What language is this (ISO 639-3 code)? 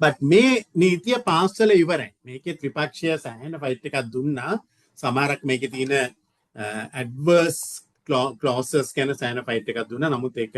sin